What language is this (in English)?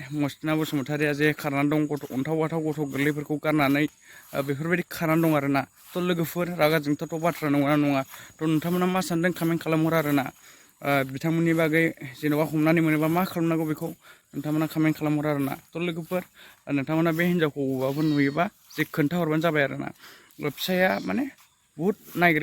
Bodo